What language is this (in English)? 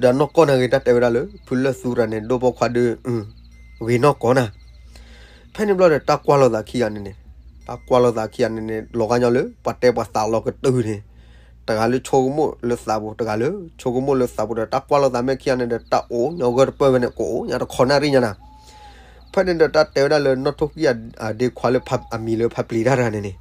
S'gaw Karen